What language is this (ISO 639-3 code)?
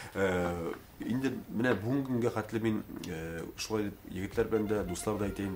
tat